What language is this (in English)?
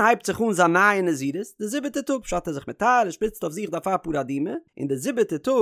Yiddish